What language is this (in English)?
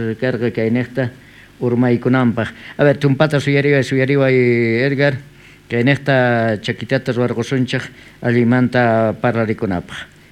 South Bolivian Quechua